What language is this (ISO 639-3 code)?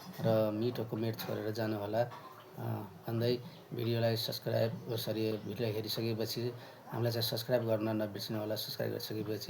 nep